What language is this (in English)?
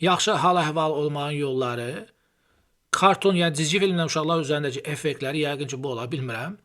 Azerbaijani